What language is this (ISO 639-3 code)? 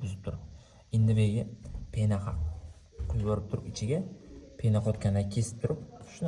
uzb